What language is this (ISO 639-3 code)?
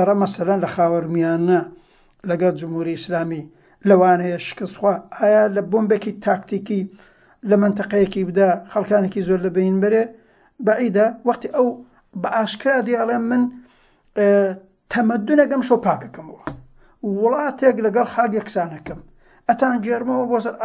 ckb